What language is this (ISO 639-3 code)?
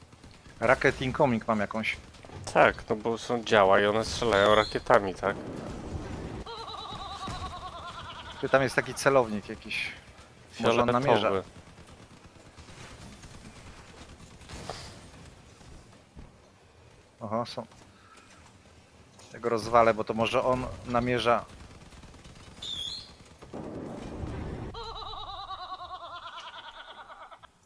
pol